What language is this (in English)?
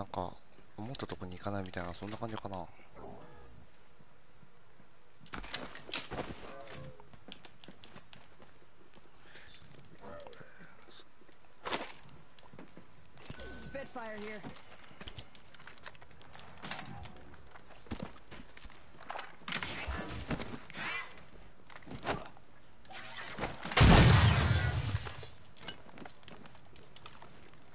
Japanese